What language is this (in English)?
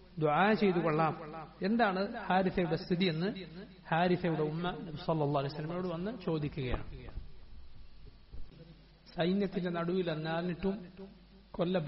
Malayalam